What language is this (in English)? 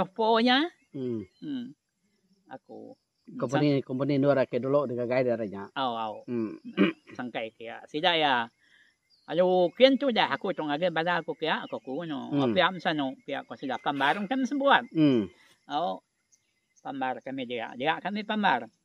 Iban